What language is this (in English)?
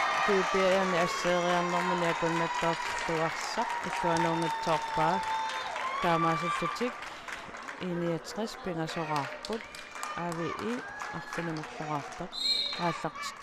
Kalaallisut